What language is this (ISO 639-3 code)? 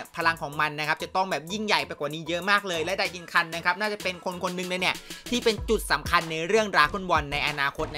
tha